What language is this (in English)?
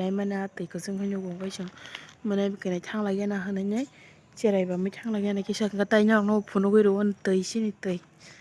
Kok Borok